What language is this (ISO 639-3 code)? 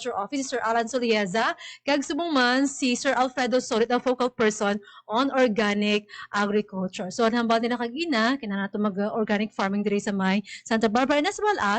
hil